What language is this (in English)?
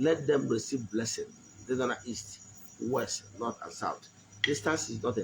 Igbo